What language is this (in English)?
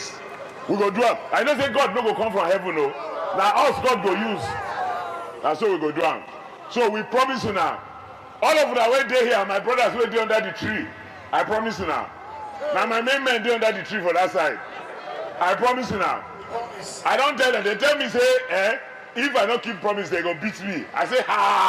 Nigerian Pidgin